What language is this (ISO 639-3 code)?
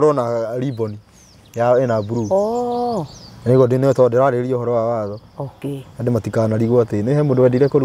kik